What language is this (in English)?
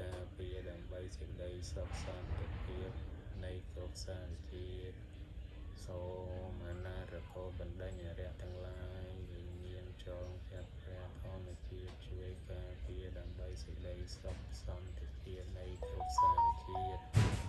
Khmer